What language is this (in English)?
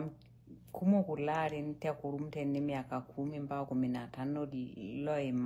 Masai